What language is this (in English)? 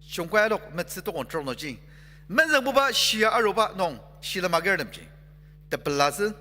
Ao Naga